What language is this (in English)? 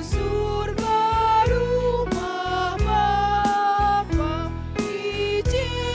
Batak Karo